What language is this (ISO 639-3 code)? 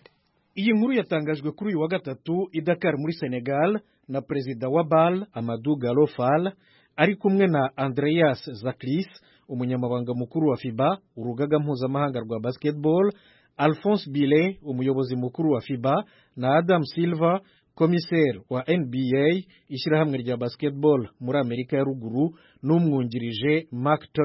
kin